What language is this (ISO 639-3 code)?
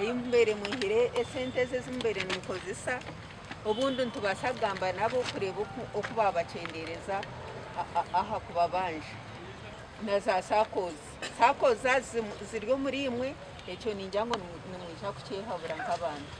nyn